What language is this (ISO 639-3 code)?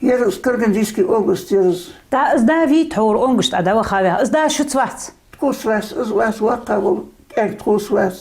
inh